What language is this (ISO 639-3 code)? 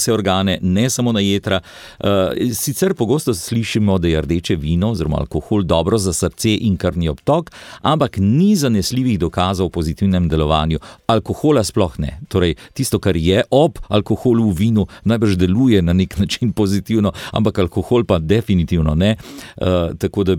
slv